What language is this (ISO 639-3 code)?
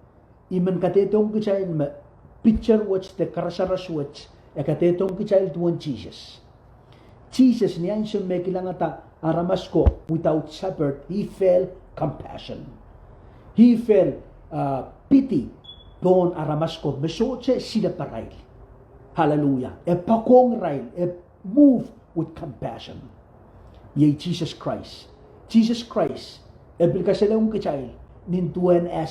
pon